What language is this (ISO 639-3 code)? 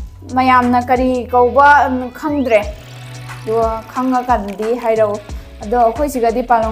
mni